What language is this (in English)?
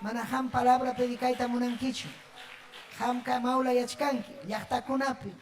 Ayacucho Quechua